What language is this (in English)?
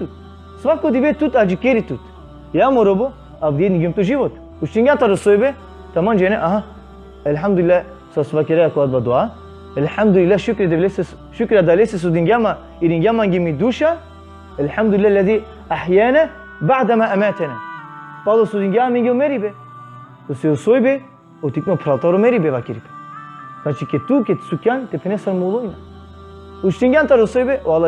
Balkan Romani